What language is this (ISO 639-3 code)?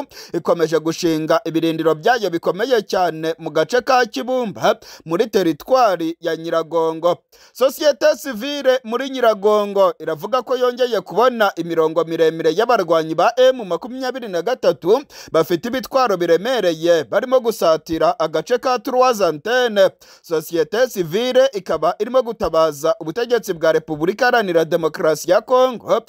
kin